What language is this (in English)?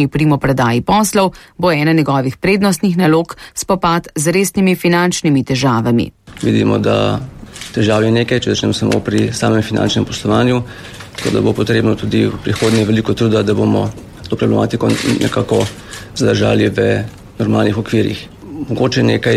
Slovenian